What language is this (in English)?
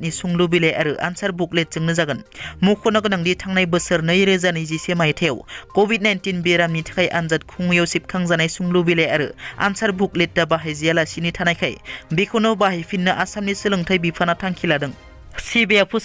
Bodo